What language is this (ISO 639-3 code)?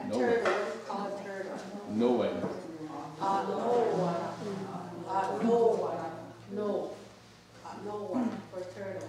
moh